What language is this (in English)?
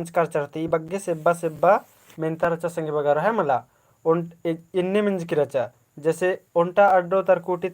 Kurukh